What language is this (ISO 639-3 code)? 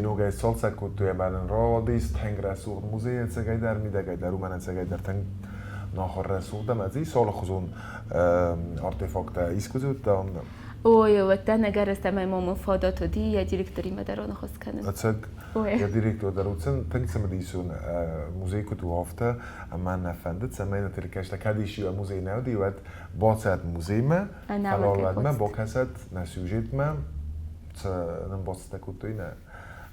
oss